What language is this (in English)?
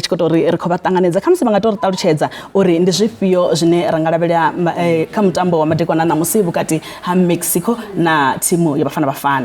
Venda